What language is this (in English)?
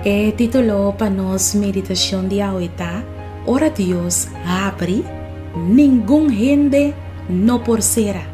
Papiamento